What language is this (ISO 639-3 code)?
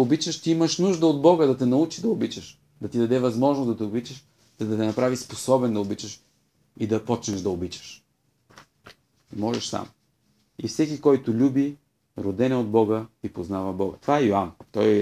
bul